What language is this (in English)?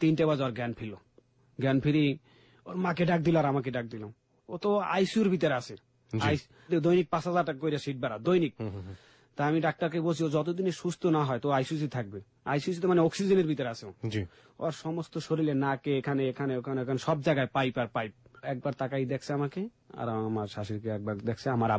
Bangla